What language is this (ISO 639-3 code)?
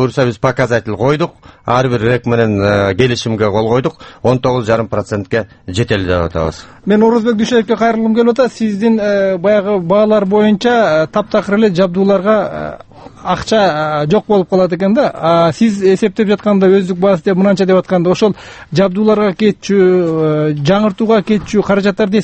kir